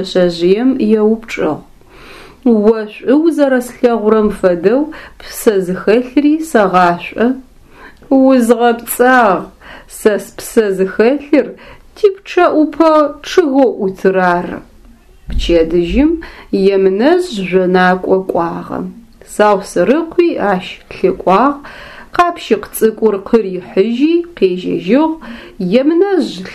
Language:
Adyghe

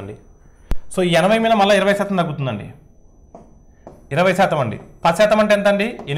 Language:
Telugu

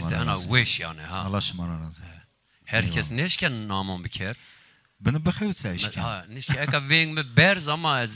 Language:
Zaza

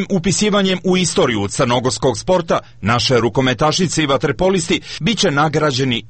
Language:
Serbian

